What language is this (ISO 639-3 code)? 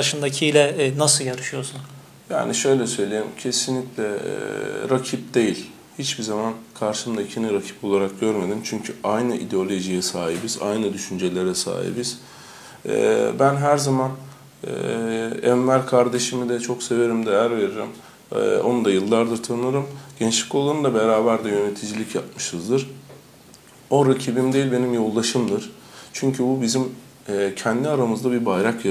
tur